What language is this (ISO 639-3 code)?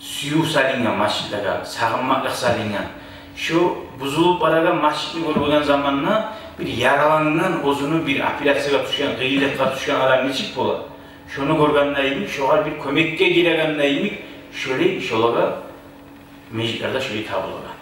kum